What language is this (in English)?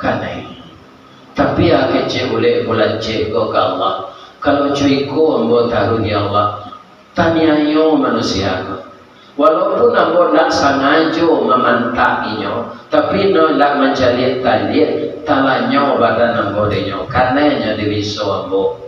Minangkabau